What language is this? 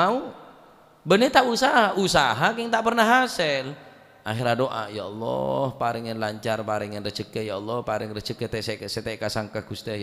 Madurese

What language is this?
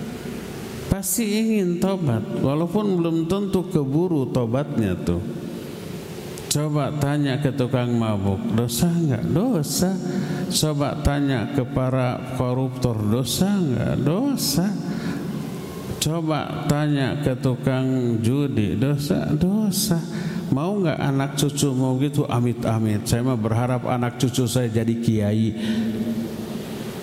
Indonesian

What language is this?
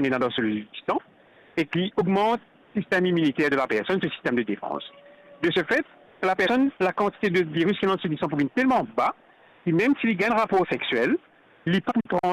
Morisyen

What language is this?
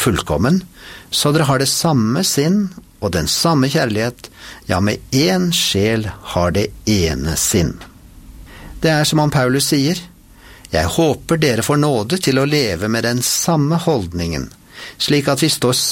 Norwegian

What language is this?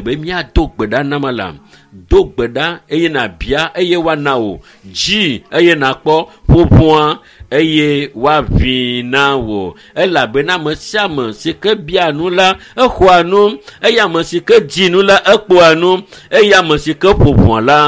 Ewe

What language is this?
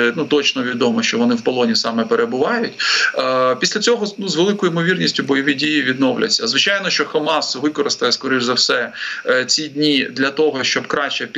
Ukrainian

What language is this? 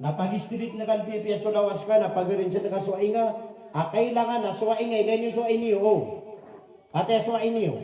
Maranao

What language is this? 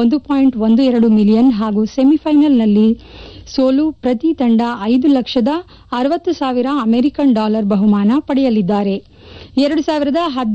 Kannada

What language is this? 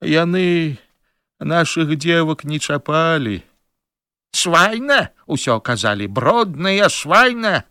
Belarusian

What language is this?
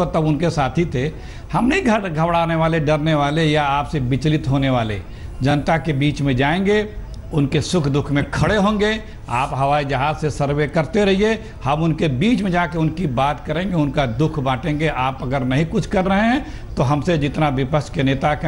Hindi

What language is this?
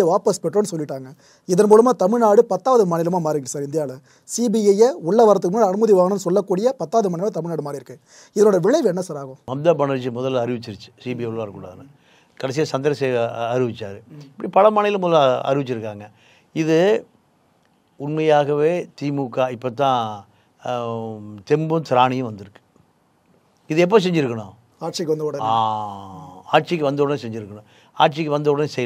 Tamil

